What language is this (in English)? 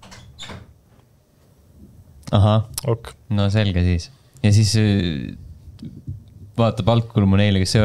Estonian